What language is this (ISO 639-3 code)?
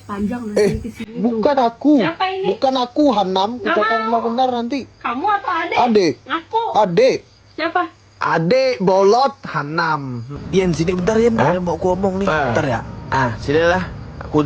bjn